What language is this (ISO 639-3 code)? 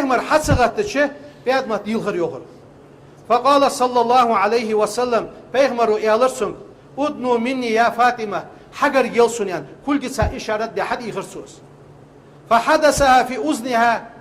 inh